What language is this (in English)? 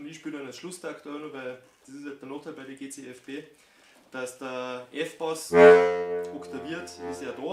Bavarian